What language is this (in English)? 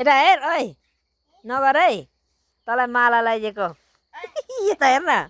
Nepali